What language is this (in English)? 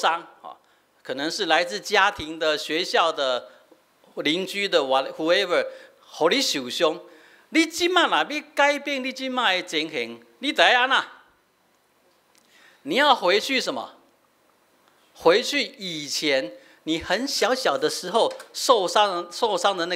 Min Nan Chinese